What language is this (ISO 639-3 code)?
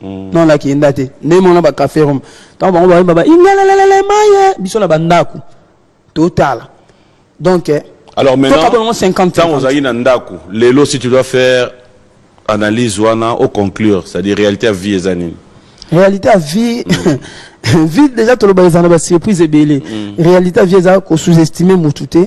lin